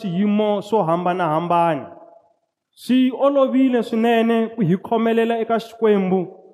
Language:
Tsonga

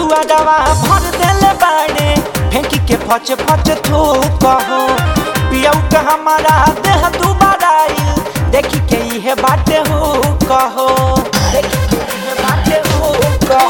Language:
Bhojpuri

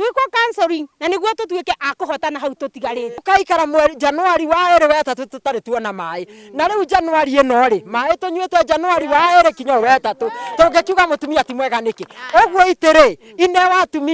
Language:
Kikuyu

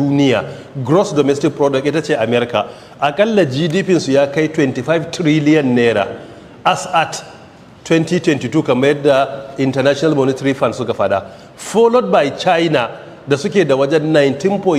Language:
Hausa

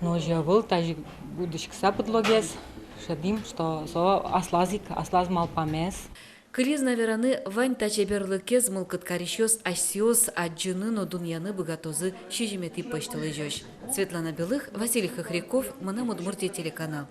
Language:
Udmurt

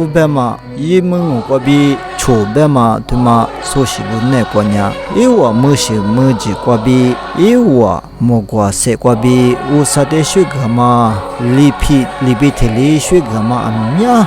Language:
Lisu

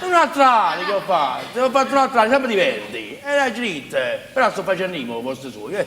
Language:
Neapolitan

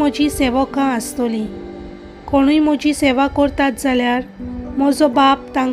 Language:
Konkani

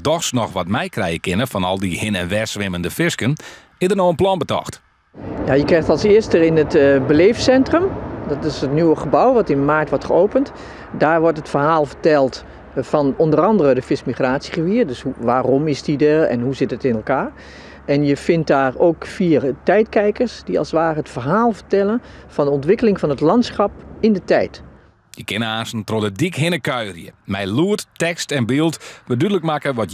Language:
Western Frisian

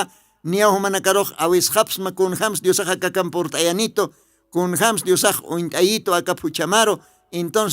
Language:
Aymara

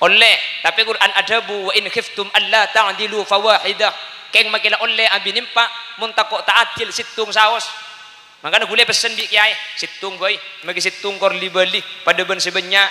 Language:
Madurese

